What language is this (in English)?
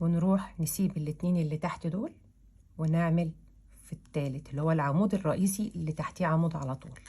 Egyptian Arabic